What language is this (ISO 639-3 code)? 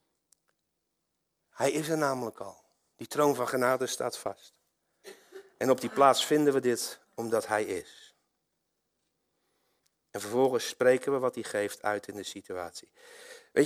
nld